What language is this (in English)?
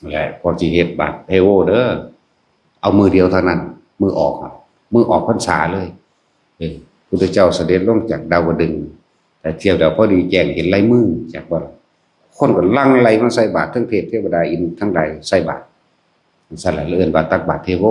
Northeastern Thai